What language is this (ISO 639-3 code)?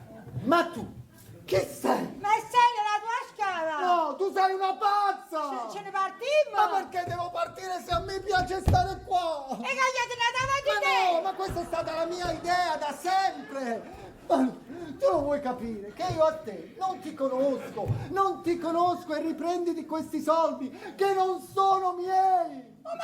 nap